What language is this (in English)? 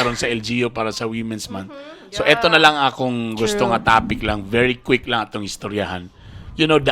Cebuano